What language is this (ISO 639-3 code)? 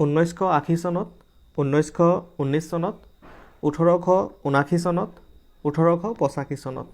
asm